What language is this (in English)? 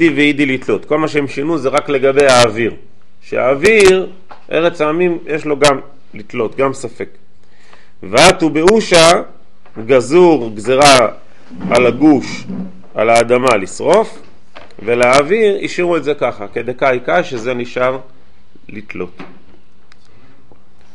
Hebrew